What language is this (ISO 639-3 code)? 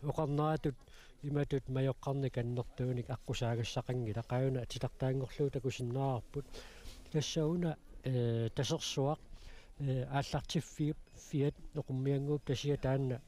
kal